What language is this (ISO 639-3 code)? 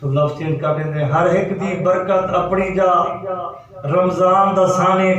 skr